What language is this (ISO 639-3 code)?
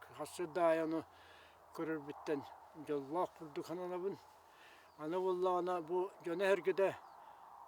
sah